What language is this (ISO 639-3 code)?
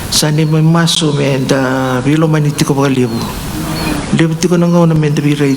fij